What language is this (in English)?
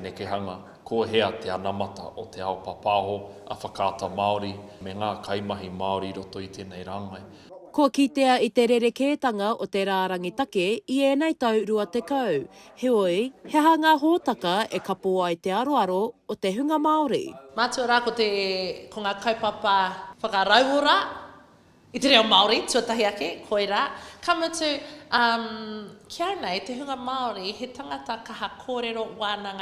Māori